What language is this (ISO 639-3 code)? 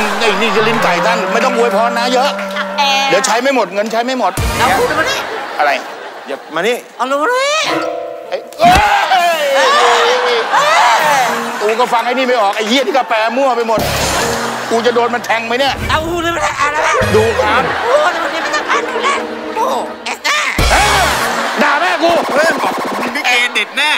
tha